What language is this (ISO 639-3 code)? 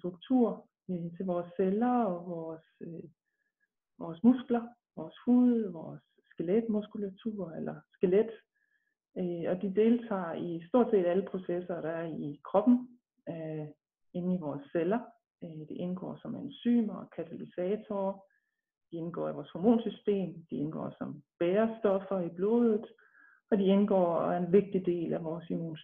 dan